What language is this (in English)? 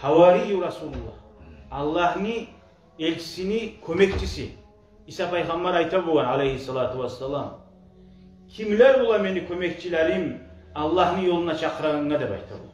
Kumyk